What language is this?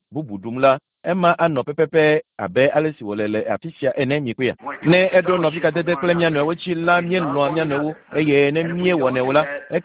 Ewe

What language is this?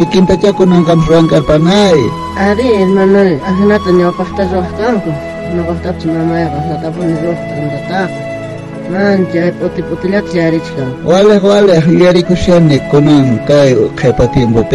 South Bolivian Quechua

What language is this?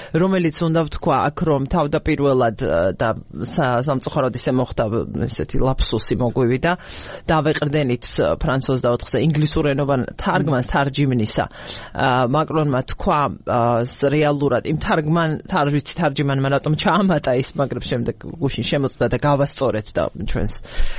Georgian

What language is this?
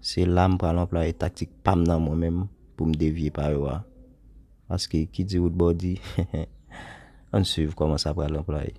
Haitian Creole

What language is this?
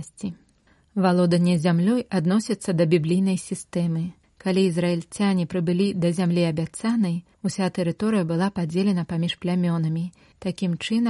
Belarusian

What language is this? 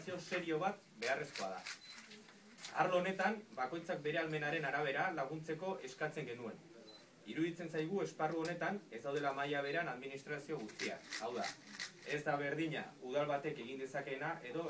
Basque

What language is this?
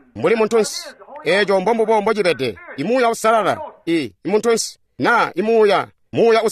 Tonga (Zambia)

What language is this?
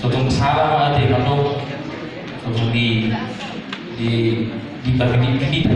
Batak Toba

